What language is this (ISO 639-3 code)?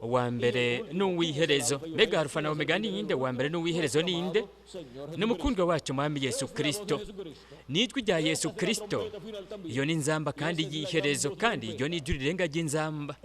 run